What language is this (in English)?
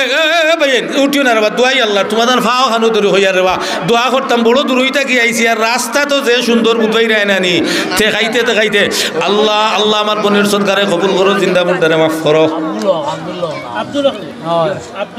Sylheti